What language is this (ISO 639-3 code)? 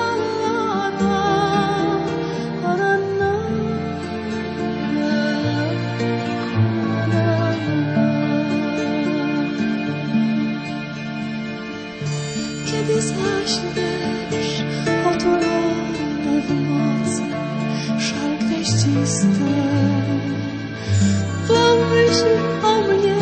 pol